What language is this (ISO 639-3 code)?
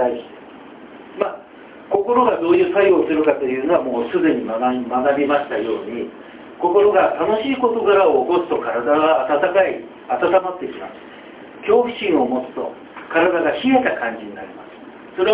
jpn